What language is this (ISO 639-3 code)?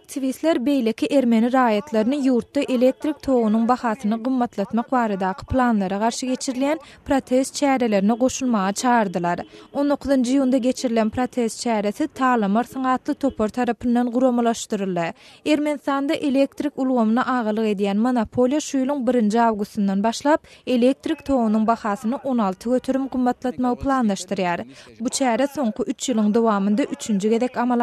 tuk